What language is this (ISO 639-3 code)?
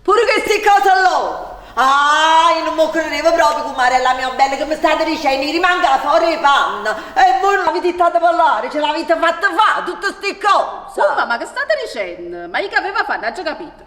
nap